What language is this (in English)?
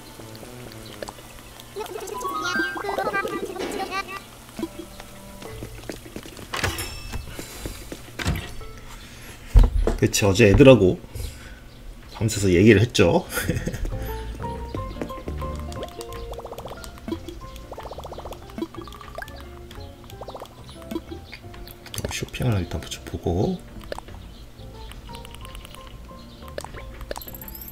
Korean